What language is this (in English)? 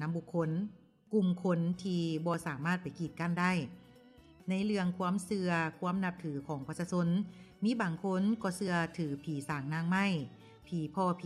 Lao